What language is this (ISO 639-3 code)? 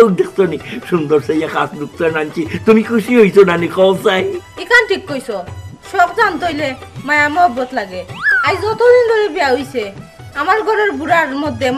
syl